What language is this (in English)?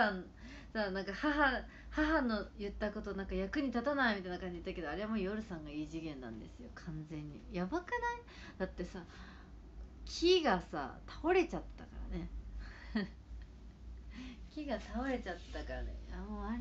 Japanese